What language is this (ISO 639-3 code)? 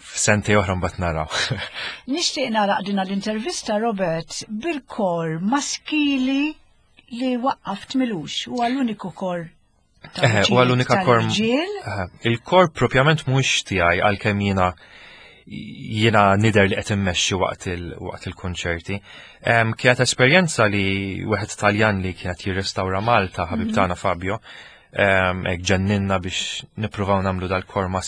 mlt